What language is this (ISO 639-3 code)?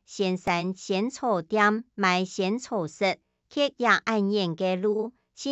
hak